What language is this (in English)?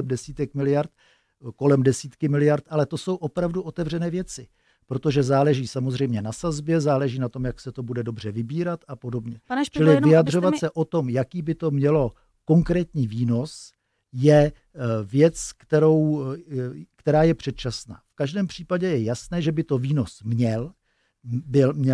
Czech